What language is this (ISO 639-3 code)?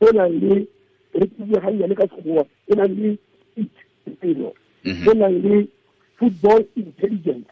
tsn